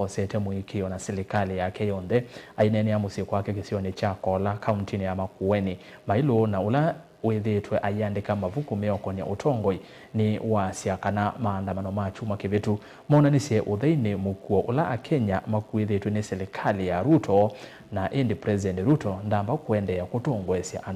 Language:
Kamba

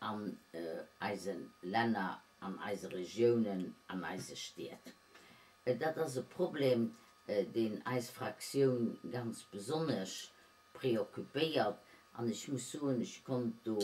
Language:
Luxembourgish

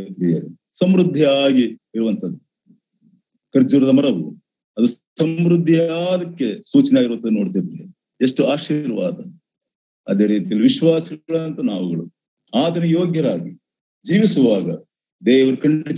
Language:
Kannada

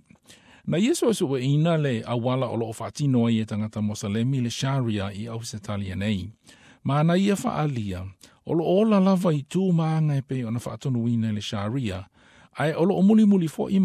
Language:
Samoan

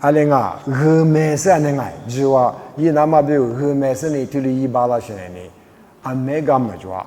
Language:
Lisu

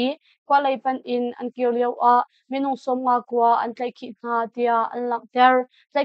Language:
Hakha Chin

